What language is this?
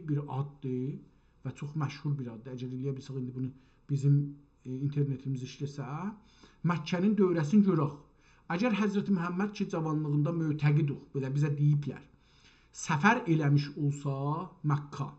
South Azerbaijani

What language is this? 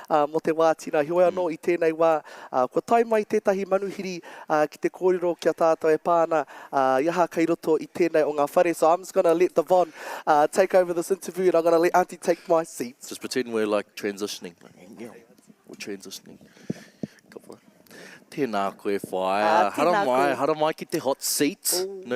Māori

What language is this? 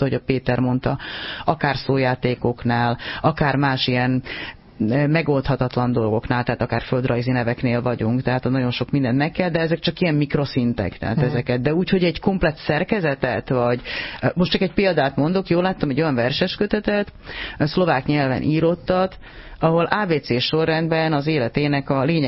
Hungarian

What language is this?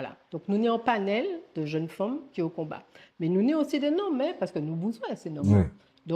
Guadeloupean Creole French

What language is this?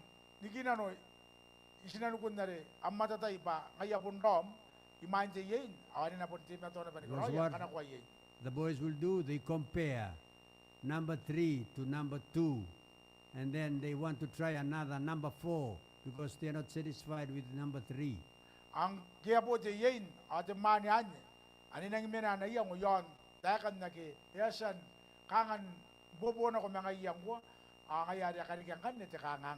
Gilbertese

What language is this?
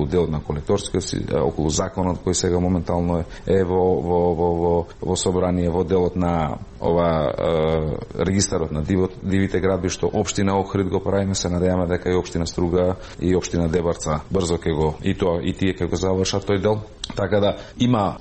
Macedonian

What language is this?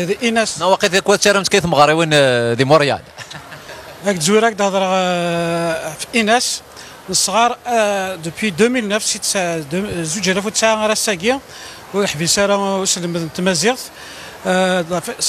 Kabyle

